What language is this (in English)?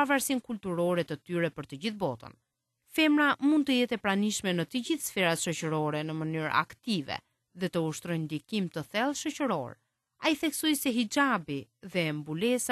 Albanian